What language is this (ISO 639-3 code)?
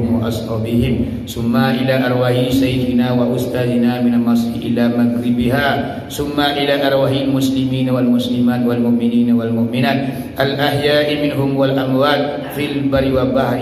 min